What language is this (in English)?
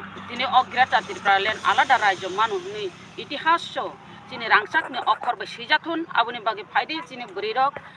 Kok Borok